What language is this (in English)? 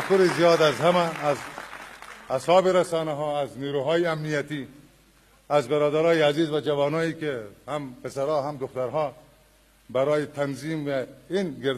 Persian